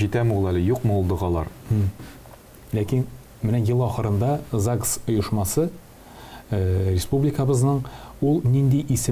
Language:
Tatar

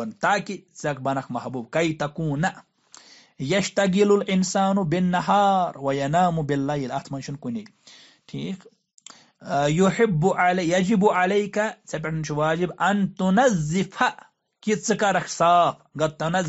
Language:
Kashmiri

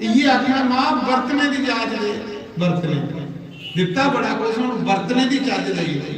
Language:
Dogri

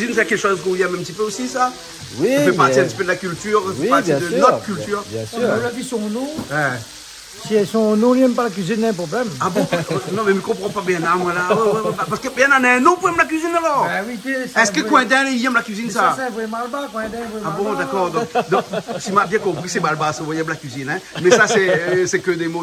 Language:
Réunion Creole French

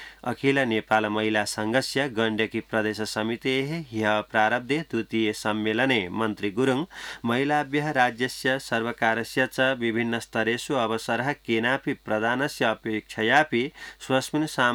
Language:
Sanskrit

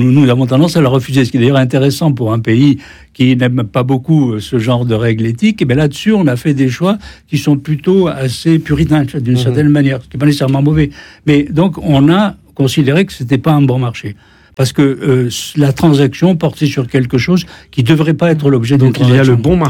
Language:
French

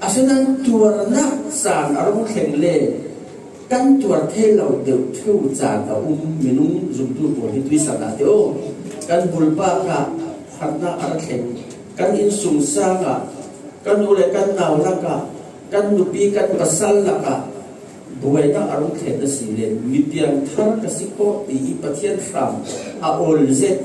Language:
Falam Chin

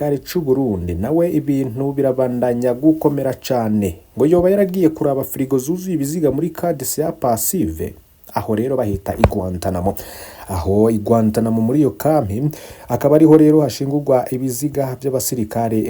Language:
Rundi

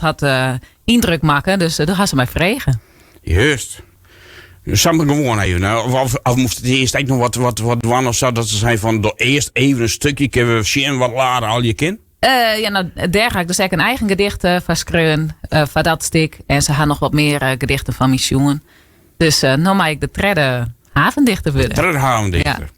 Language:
Western Frisian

